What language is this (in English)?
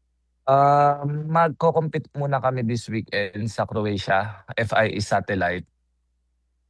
Filipino